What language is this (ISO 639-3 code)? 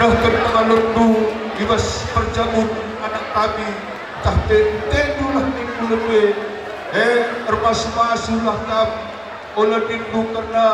btx